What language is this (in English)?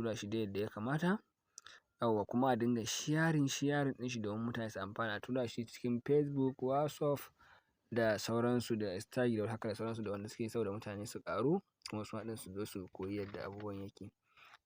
Hausa